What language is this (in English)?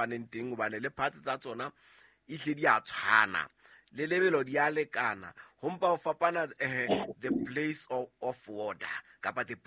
Southern Sotho